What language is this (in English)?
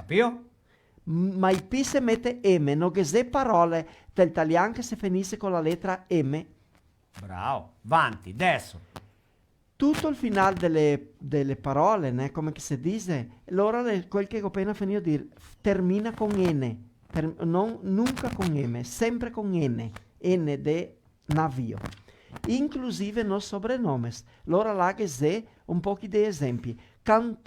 Venetian